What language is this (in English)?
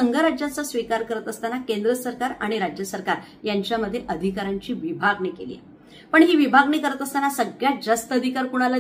Marathi